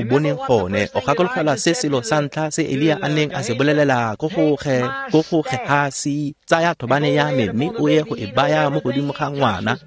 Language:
Tswana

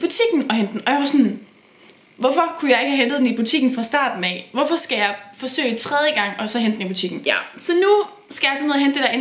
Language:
Danish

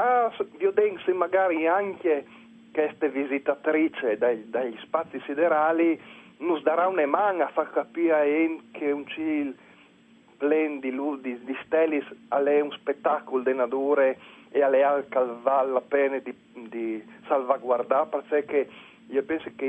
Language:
Friulian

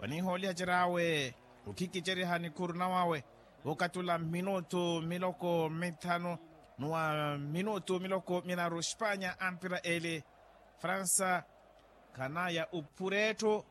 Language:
Makhuwa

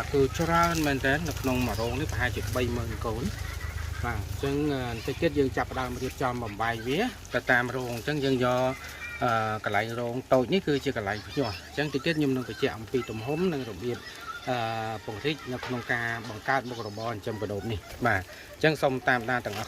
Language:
Khmer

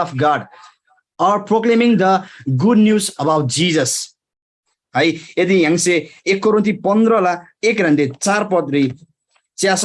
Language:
Eastern Tamang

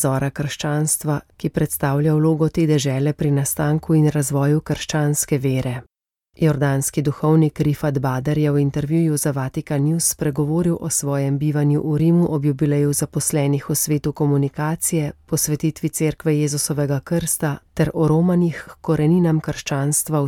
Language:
Slovenian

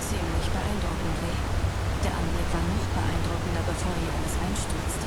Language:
Bavarian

